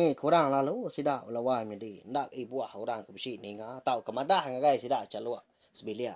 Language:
Iban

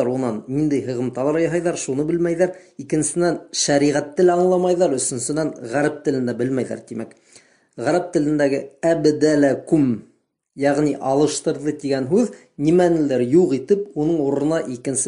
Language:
Bashkir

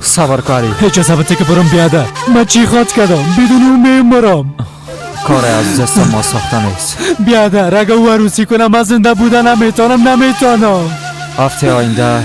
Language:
Persian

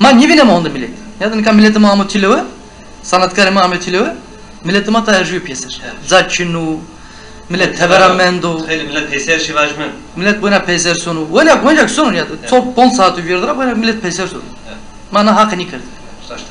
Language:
Zaza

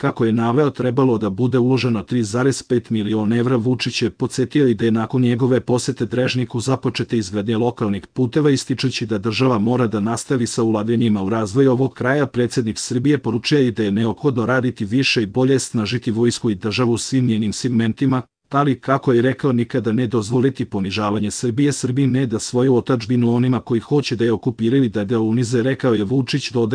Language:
Serbian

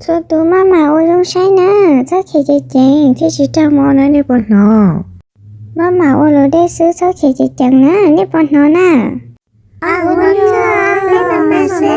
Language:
Hmong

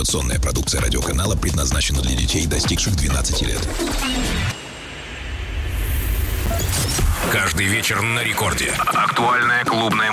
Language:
Russian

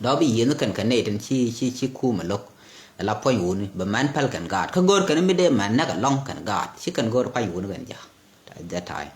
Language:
Nuer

